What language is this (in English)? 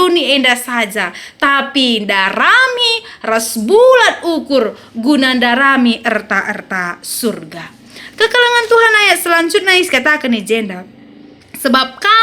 Batak Karo